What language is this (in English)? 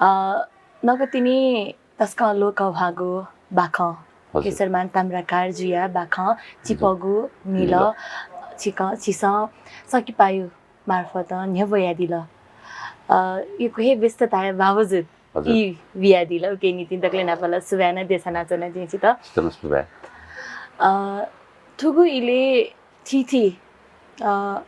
Newari